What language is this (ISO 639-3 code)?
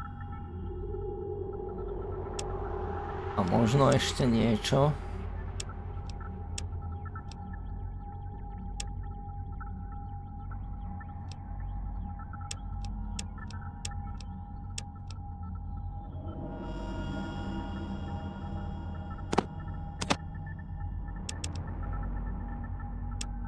slk